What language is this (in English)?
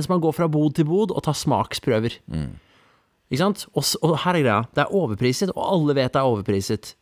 Norwegian